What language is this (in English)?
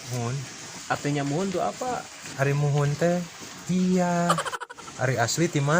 Sundanese